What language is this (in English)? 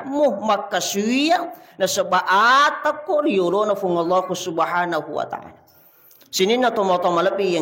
Buginese